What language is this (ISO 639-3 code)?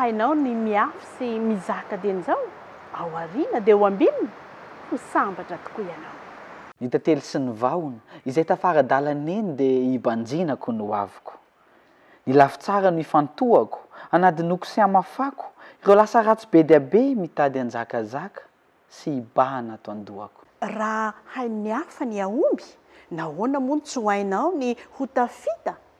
mlg